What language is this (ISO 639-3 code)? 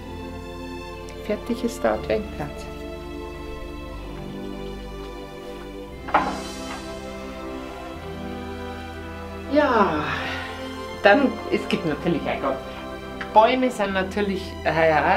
deu